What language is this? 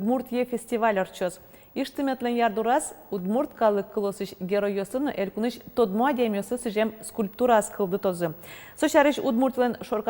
Udmurt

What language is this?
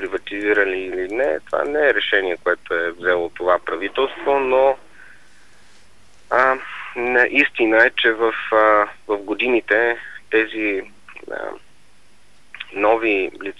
Bulgarian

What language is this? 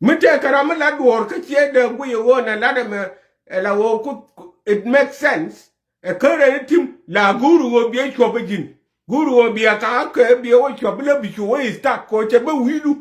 Nuer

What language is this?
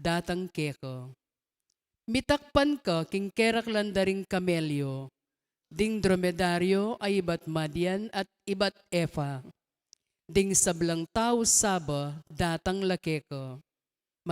Pampanga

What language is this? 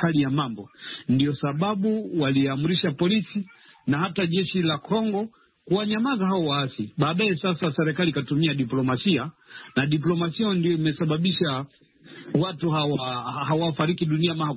Swahili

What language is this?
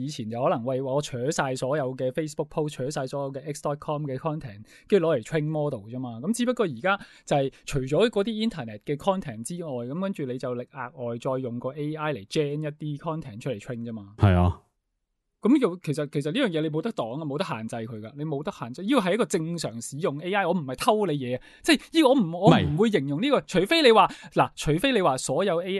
Cantonese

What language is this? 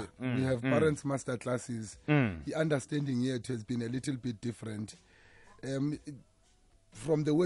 South Ndebele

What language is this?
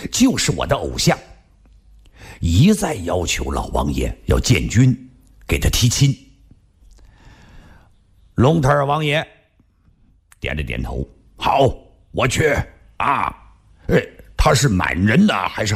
Chinese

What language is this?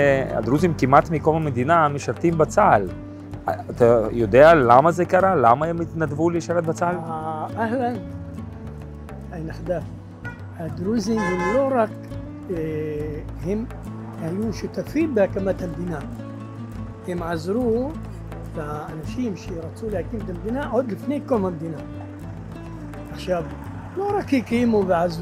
Hebrew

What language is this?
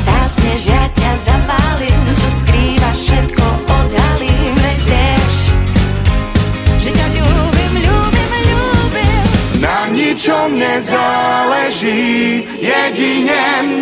Slovak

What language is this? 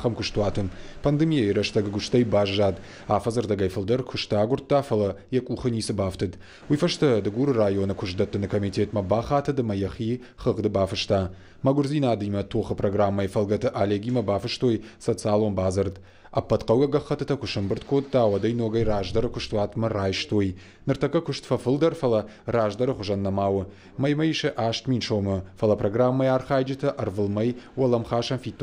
Ossetic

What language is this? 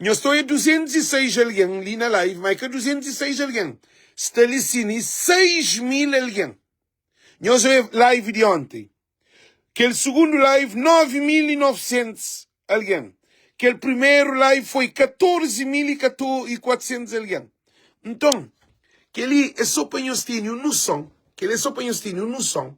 Kabuverdianu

